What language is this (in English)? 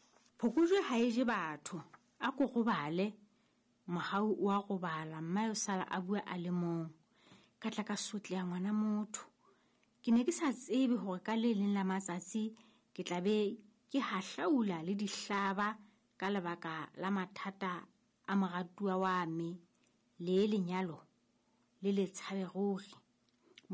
Southern Sotho